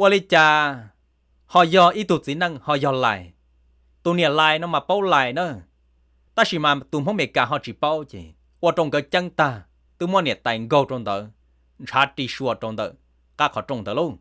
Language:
Hmong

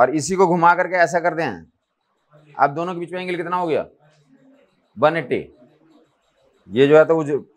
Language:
Hindi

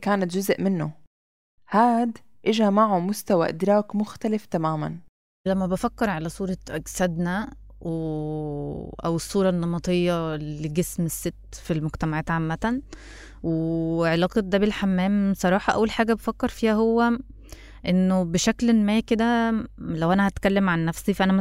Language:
North Levantine Arabic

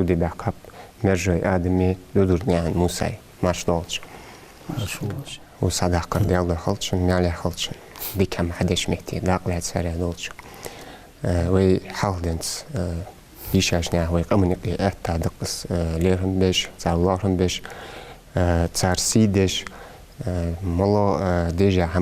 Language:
Ingush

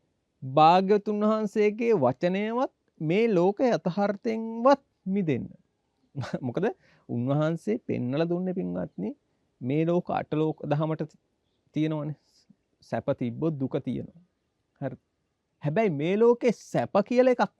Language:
Sinhala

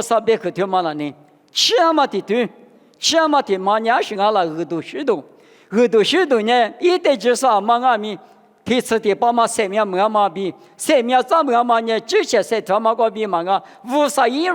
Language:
Lisu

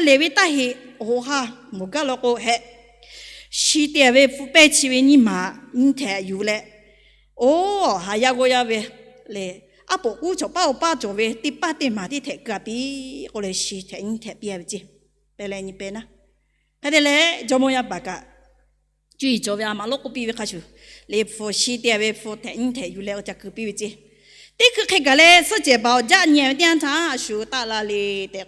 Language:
Lahu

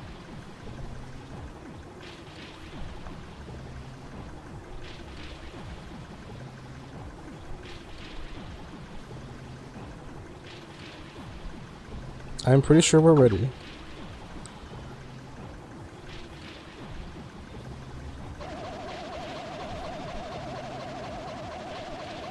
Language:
English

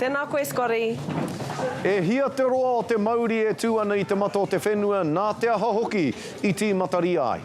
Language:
Māori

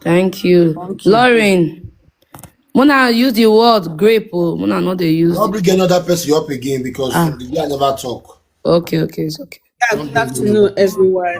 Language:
Nigerian Pidgin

